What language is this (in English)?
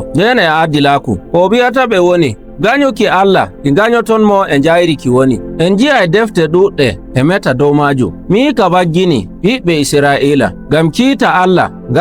Nigerian Fulfulde